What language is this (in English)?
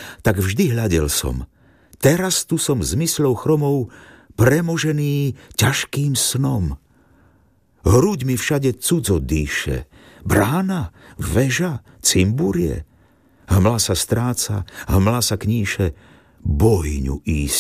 Slovak